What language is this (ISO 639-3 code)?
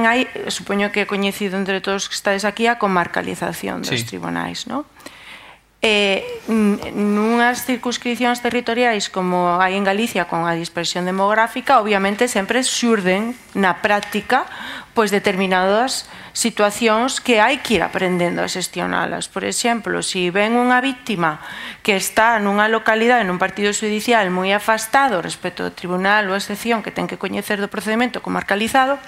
glg